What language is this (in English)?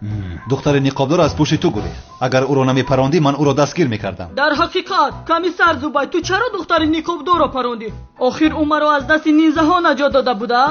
Tajik